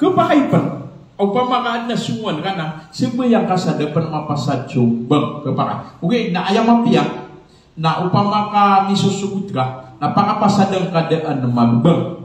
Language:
Maranao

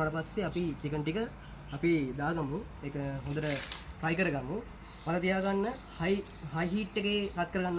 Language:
Sinhala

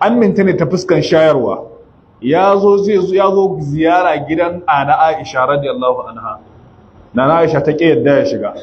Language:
Hausa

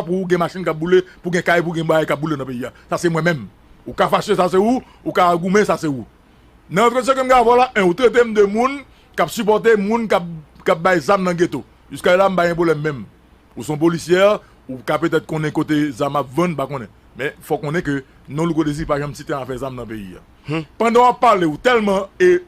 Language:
Haitian Creole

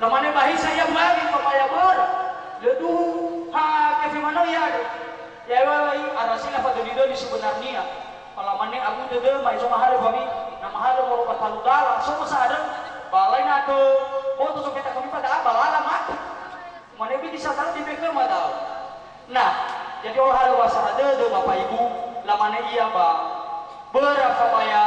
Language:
Nias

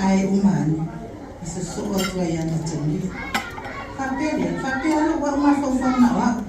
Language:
Samoan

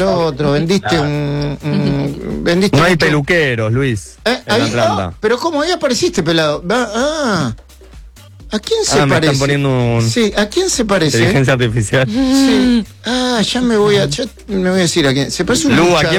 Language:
Spanish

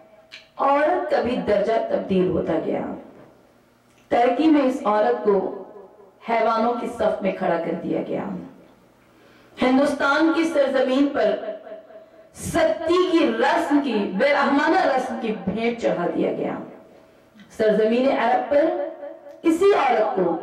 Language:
Urdu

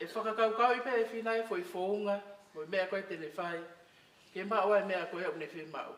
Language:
Tongan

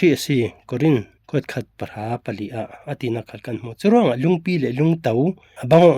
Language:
Falam Chin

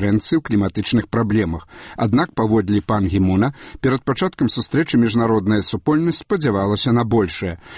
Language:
Belarusian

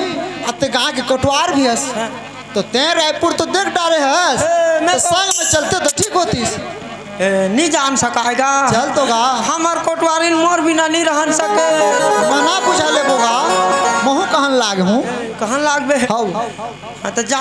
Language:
Chhattisgarhi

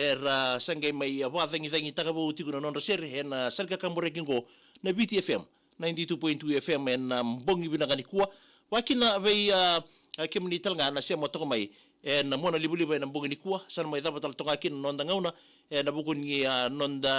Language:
Fijian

